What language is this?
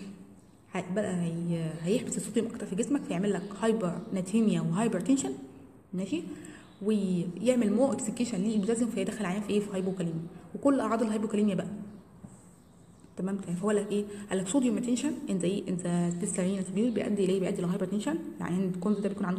Egyptian Arabic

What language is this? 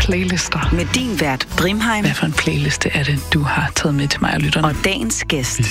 Danish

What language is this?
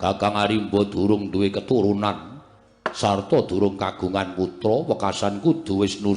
Javanese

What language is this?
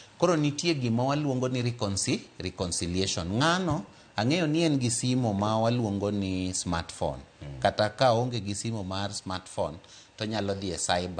Luo (Kenya and Tanzania)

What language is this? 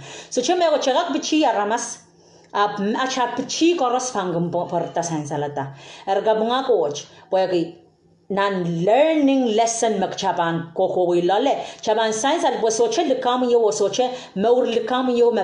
Pohnpeian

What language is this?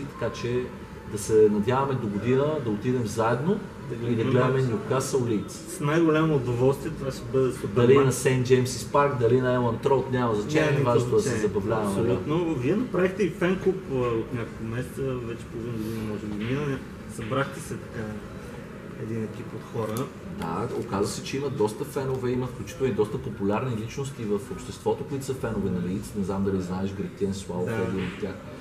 Bulgarian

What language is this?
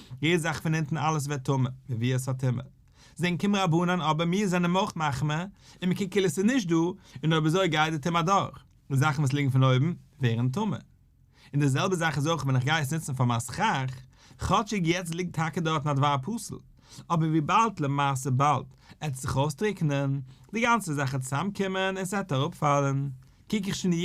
Yiddish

